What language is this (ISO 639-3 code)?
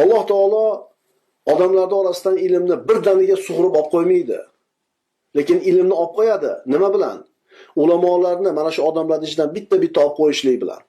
uzb